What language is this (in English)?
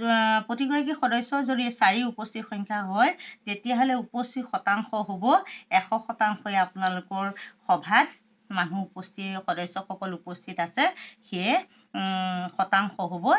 Assamese